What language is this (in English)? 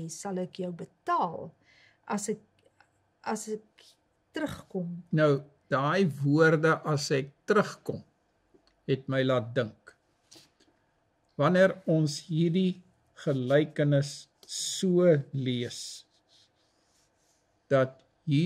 Afrikaans